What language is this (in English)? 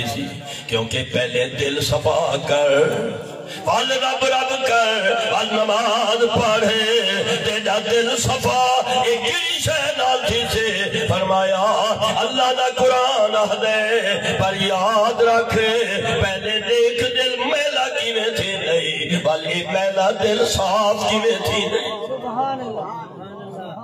Saraiki